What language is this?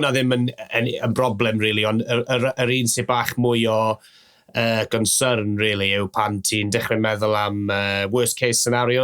Welsh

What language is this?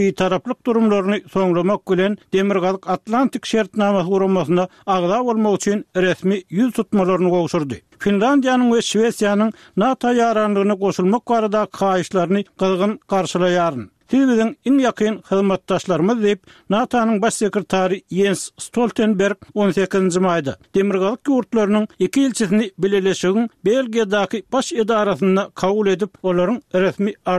Turkmen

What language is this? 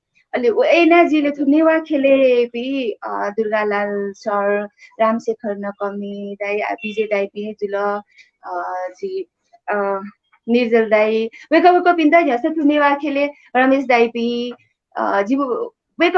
Newari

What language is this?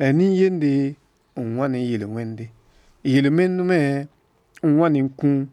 Mossi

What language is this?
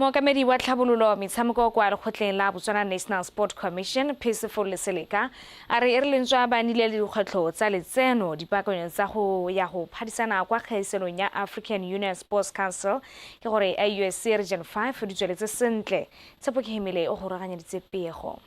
Tswana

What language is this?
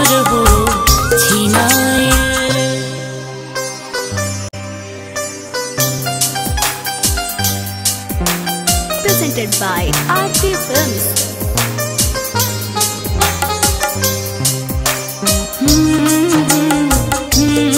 Bhojpuri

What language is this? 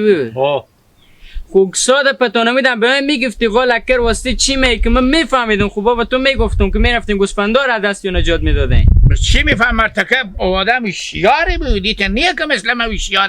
Hazaragi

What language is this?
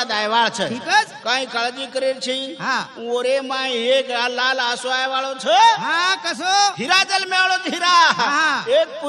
Lambadi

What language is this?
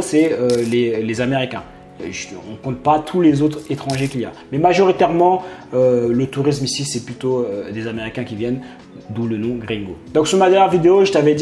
French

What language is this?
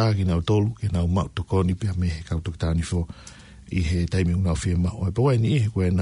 Tongan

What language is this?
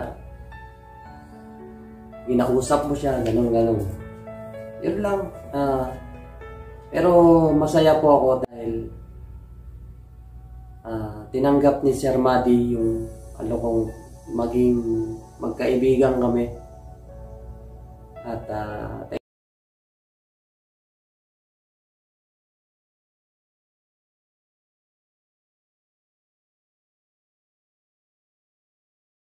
Filipino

